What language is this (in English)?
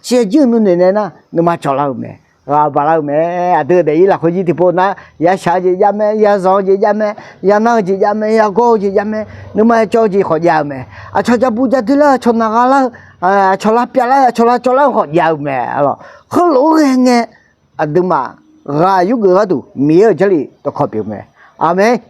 Akha